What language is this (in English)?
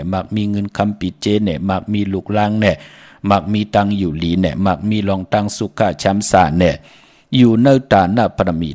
Shan